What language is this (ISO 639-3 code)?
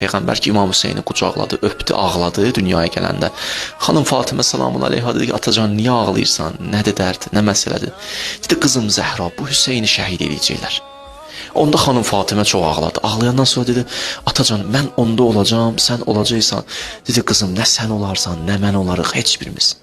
aze